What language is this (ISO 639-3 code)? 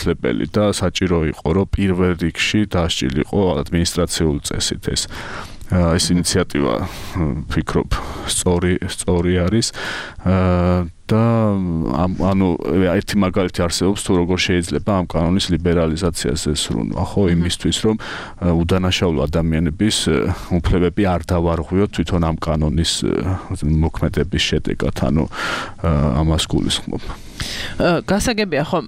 kat